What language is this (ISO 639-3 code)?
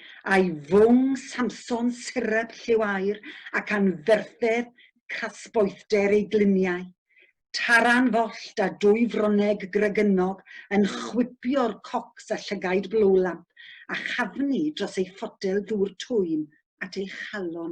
cym